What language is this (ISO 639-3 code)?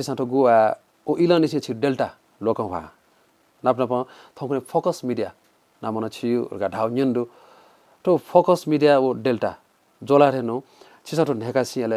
new